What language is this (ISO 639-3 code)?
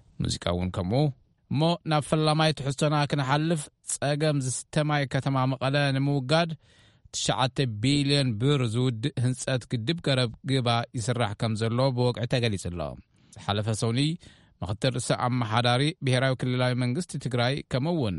tir